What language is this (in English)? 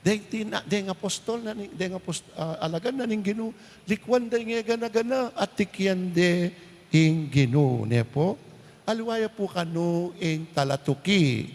Pampanga